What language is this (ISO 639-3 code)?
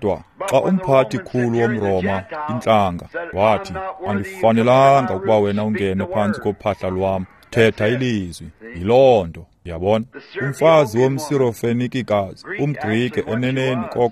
xho